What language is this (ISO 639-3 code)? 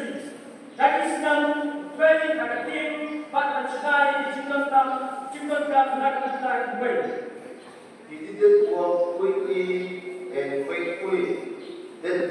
kha